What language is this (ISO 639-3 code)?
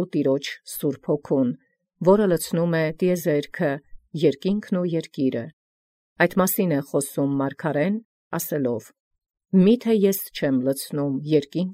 hye